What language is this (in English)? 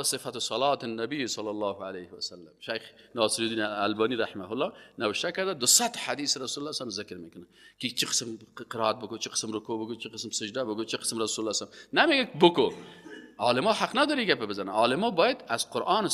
Persian